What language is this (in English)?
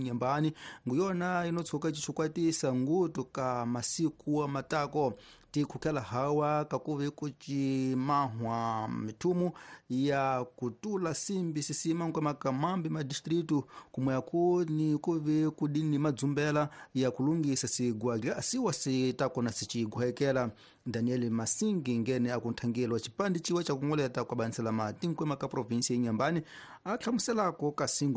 Tsonga